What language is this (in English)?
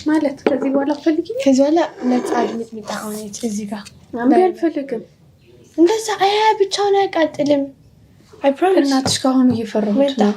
Amharic